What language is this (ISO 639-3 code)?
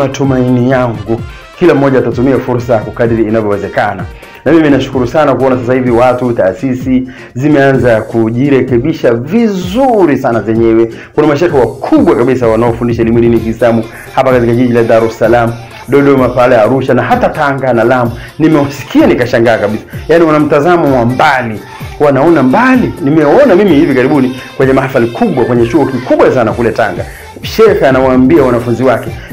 swa